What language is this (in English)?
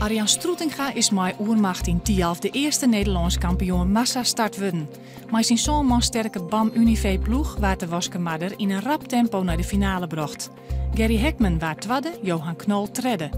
Western Frisian